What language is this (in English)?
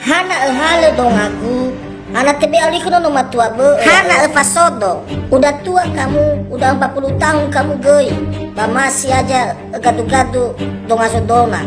Nias